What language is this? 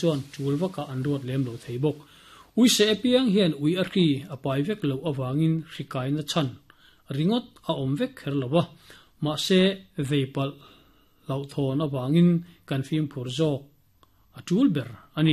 Mizo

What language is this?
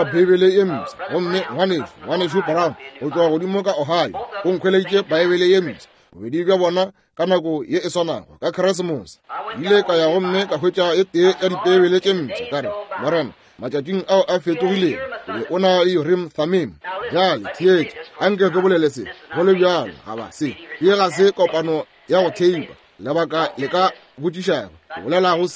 Northern Sotho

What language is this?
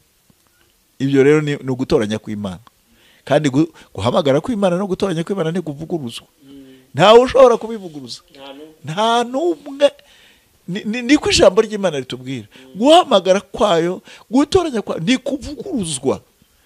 Kinyarwanda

